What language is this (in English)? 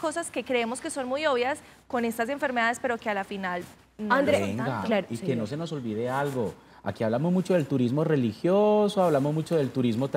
Spanish